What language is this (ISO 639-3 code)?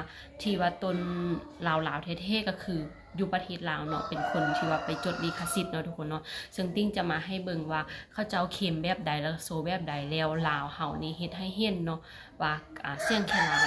lao